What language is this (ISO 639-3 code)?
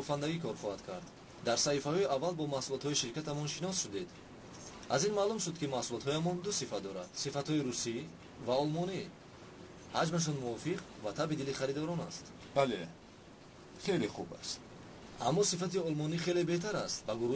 tgk